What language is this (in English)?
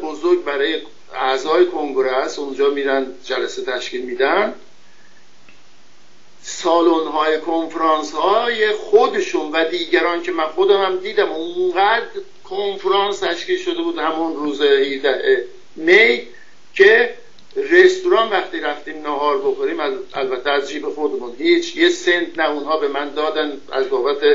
Persian